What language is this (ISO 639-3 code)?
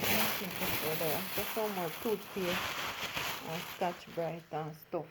jam